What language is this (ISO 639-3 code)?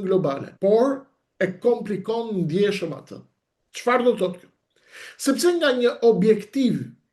sqi